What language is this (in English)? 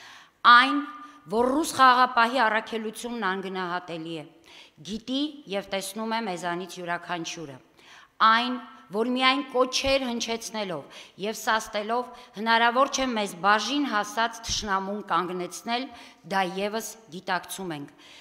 Armenian